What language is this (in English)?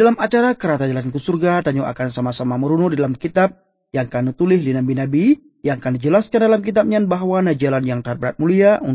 Achinese